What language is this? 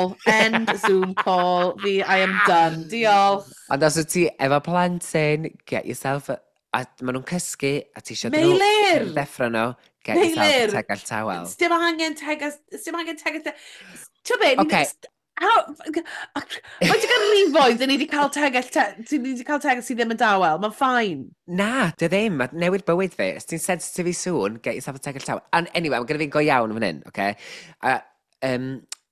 Welsh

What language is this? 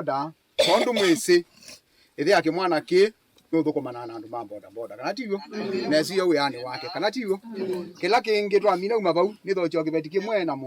Kamba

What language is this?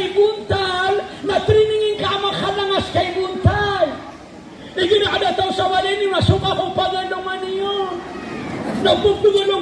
Maranao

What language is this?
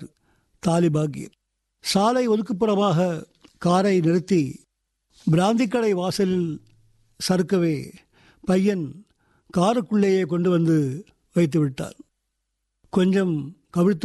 Tamil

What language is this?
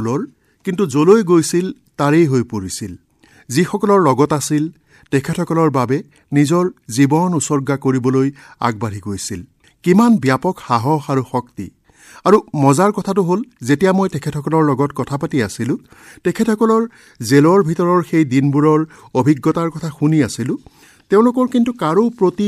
Assamese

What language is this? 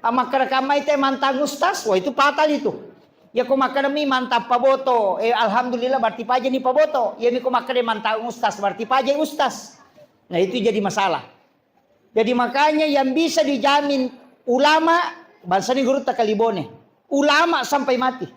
Buginese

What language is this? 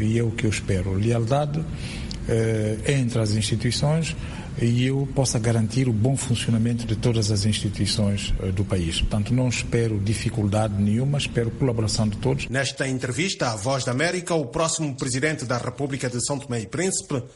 Portuguese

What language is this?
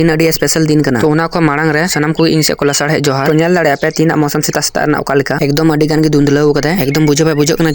Santali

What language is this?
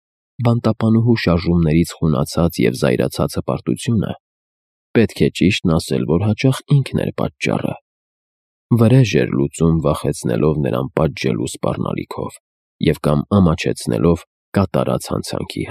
Armenian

